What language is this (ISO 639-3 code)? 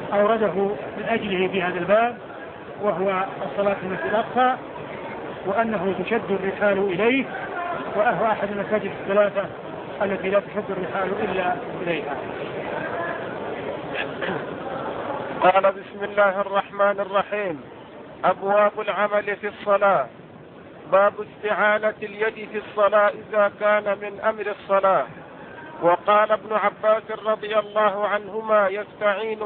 ara